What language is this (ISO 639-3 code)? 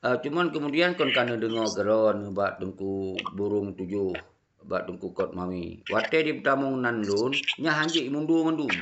ace